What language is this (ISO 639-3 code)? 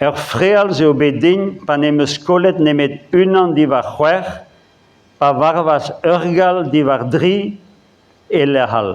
bre